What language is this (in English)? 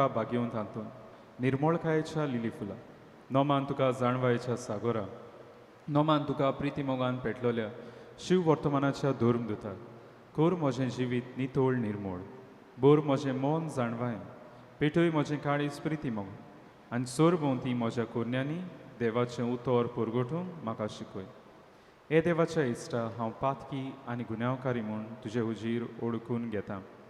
Konkani